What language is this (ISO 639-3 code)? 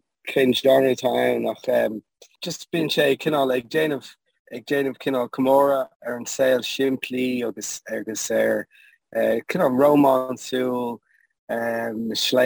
gle